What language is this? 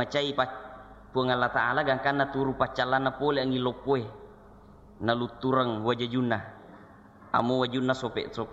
Buginese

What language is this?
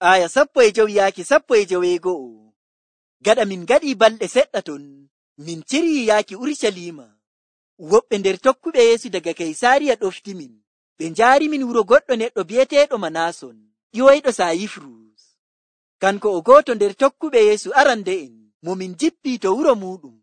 Nigerian Fulfulde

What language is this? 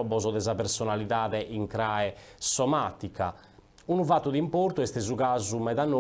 Sardinian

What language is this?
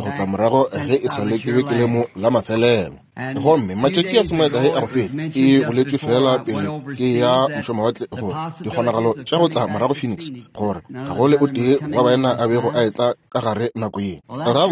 Northern Sotho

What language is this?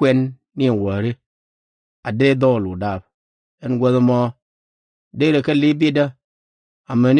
Nuer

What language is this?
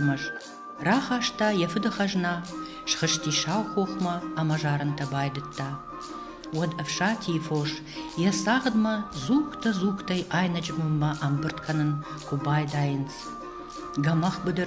Ossetic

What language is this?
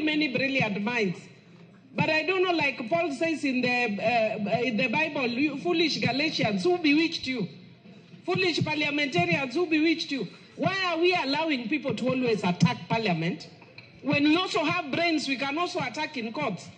Luo (Kenya and Tanzania)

